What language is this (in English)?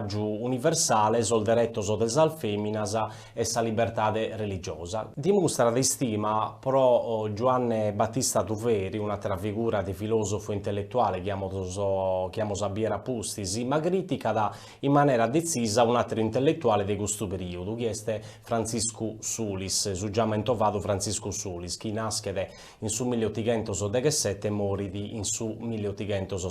Sardinian